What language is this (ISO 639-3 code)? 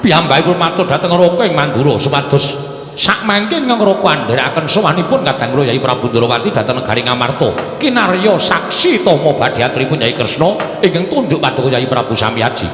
jav